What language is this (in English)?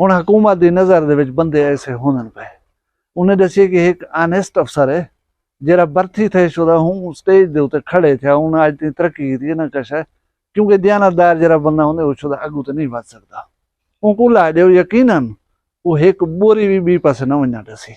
Saraiki